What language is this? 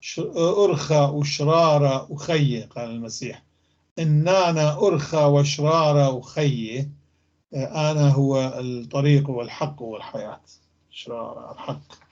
North Levantine Arabic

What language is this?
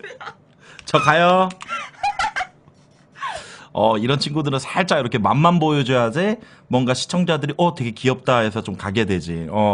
Korean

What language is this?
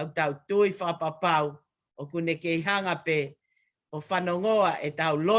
Tongan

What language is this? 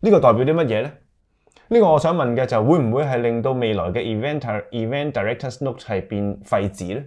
Cantonese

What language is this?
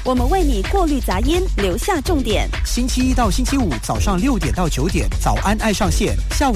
Chinese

